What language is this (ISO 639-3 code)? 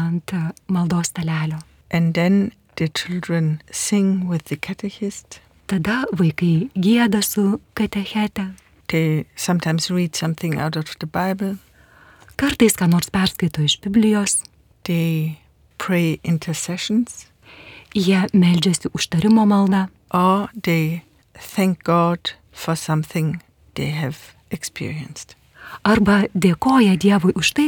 lit